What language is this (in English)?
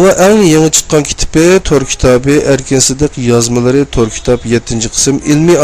Uyghur